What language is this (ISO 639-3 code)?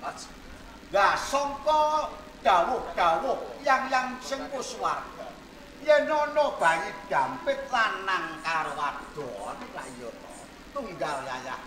jav